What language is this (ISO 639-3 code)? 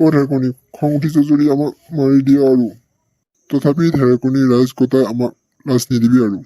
asm